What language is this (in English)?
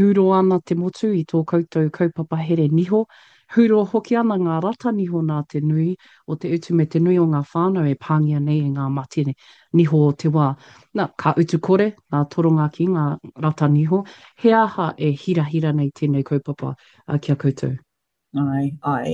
Māori